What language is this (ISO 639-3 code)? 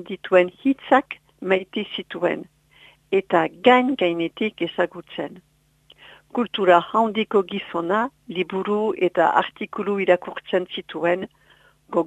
eus